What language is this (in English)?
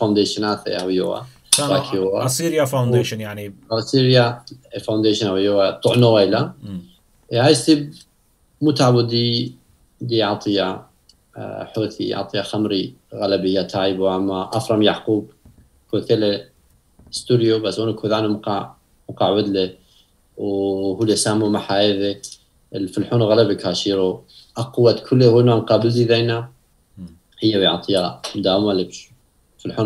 Turoyo